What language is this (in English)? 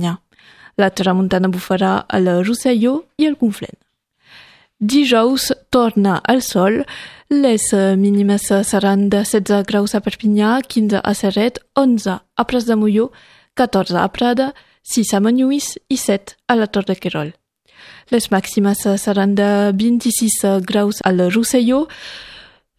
Catalan